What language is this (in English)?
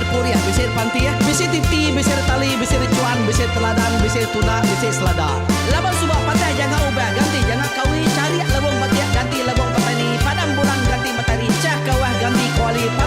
Iban